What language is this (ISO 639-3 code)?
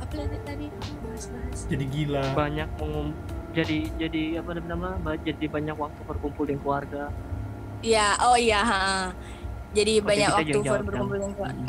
xmm